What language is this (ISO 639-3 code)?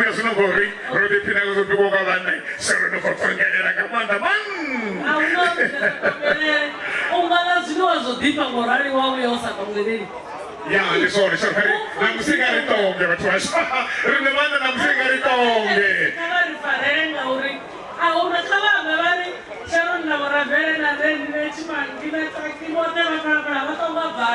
ven